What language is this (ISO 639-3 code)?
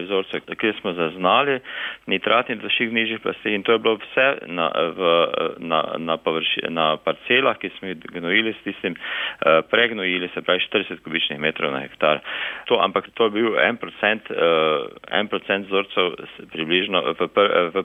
slv